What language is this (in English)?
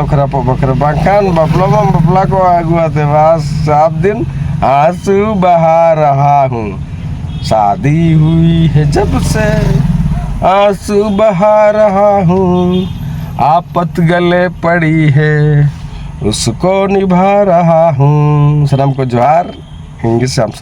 Santali